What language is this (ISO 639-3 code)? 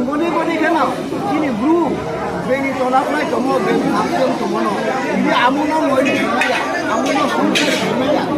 ria